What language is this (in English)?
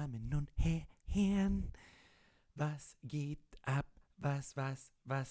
Bavarian